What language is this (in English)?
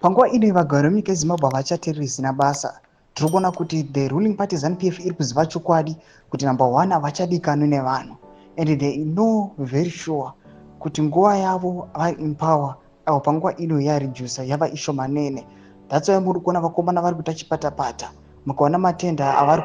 Shona